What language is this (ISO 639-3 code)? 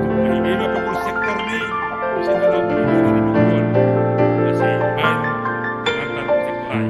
bts